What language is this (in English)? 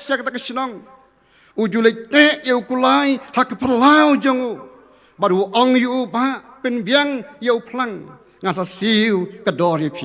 Khasi